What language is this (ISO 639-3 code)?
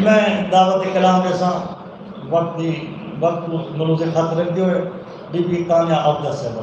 skr